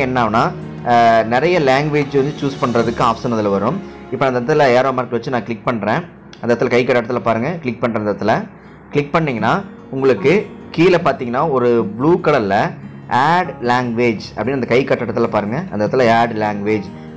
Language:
Tamil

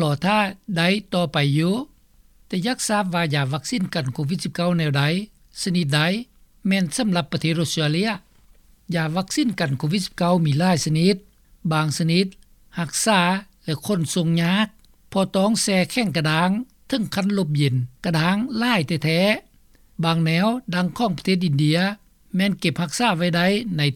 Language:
Lao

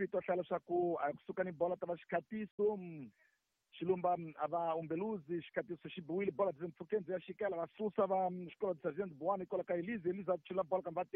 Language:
Tsonga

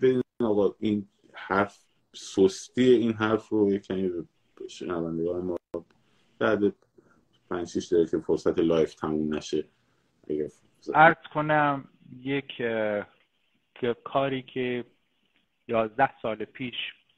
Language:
Persian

